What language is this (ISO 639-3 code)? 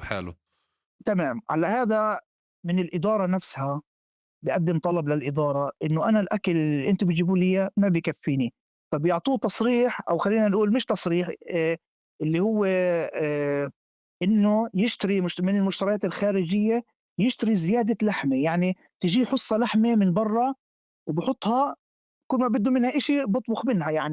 apc